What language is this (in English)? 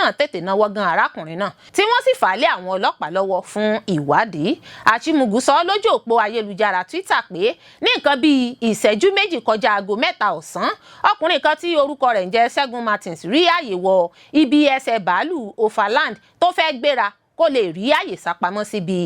Yoruba